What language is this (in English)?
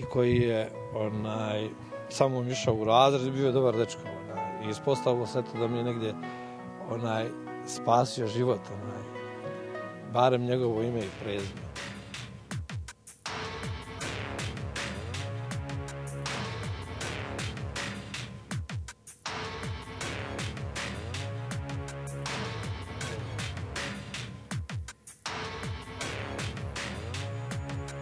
Bosnian